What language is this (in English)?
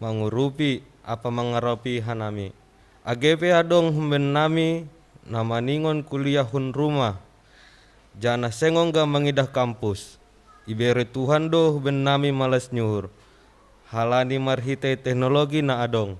Batak Simalungun